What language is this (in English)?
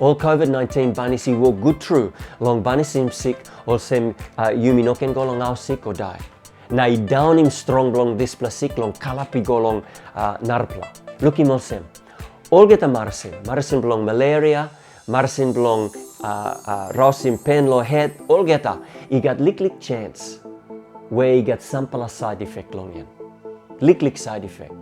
Tok Pisin